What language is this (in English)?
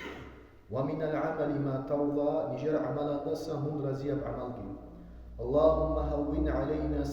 Avaric